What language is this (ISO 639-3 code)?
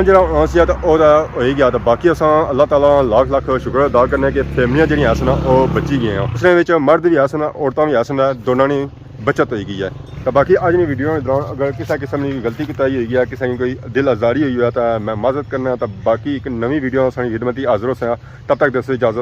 phr